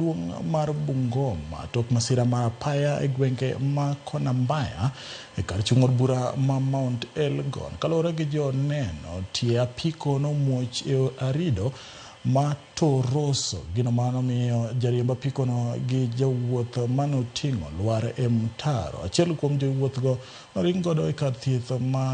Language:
Luo (Kenya and Tanzania)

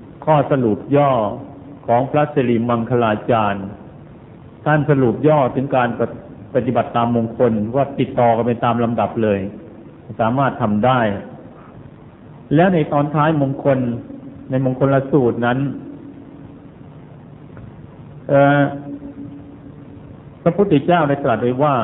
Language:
Thai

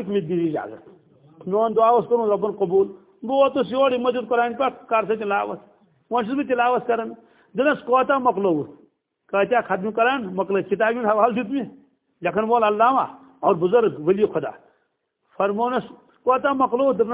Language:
Kashmiri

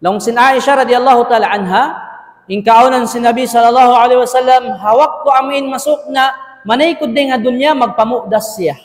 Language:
Tausug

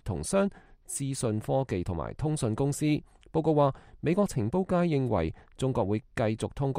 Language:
Cantonese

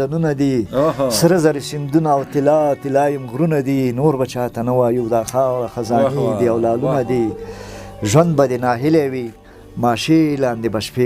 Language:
Pashto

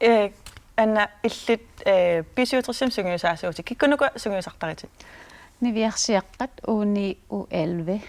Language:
Kalaallisut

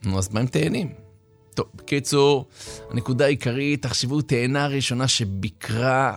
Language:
Hebrew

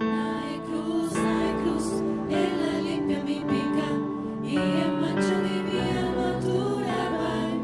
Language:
Papiamento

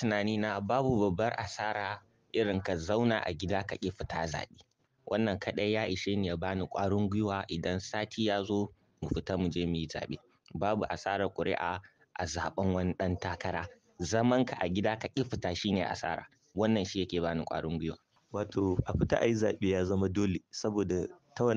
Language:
Hausa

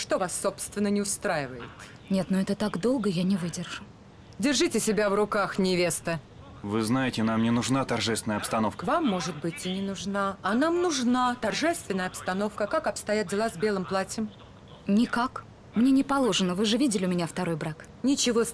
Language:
Russian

